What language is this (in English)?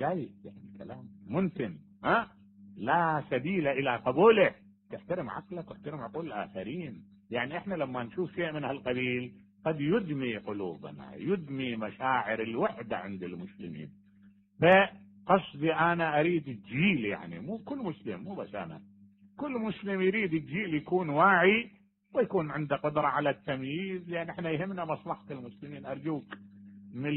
Mesopotamian Arabic